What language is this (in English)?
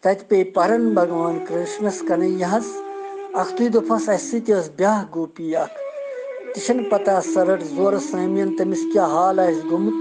Kashmiri